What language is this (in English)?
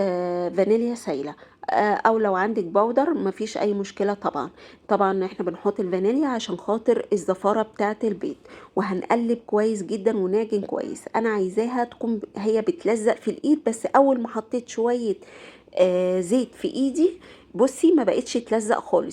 Egyptian Arabic